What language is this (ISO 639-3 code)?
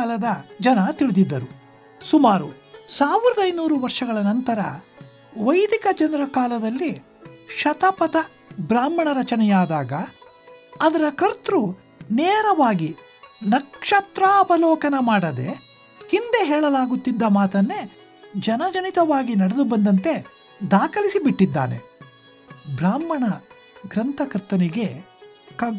kan